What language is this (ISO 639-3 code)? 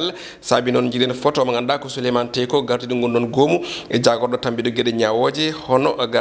ful